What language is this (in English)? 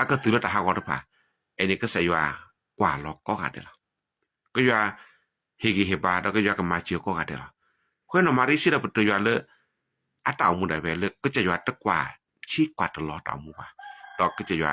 S'gaw Karen